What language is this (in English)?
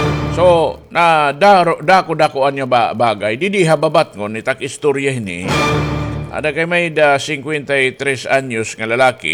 Waray